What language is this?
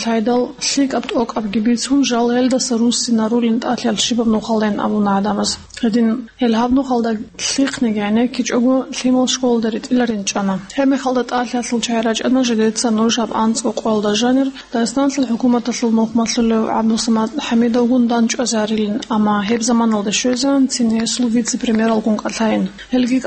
Avaric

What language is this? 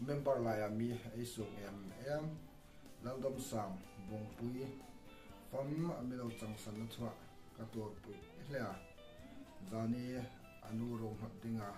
Hmar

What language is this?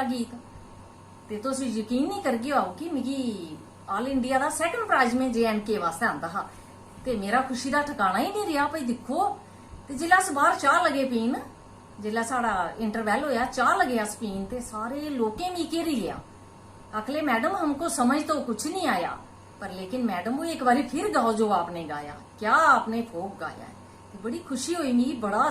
Dogri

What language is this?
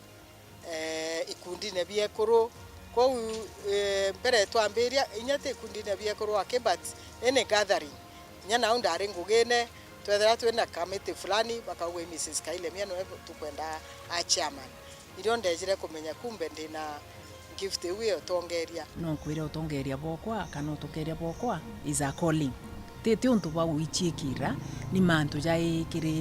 Meru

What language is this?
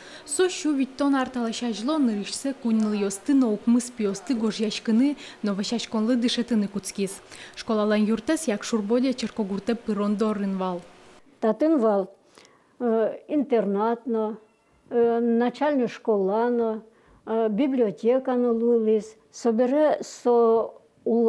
Udmurt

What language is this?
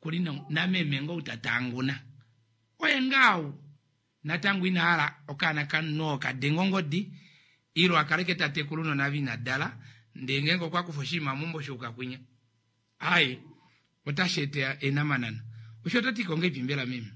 Kuanyama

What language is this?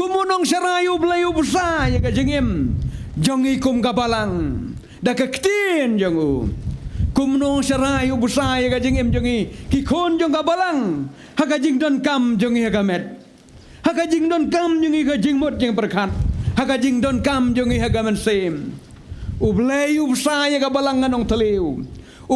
Khasi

